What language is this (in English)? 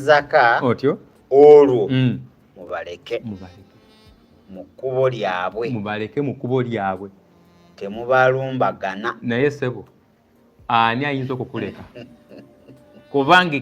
Ganda